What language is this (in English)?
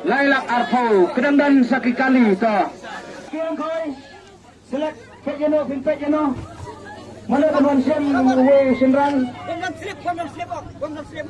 Khasi